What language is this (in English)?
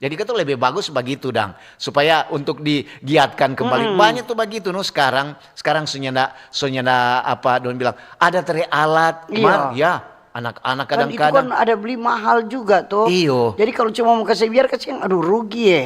Manado Malay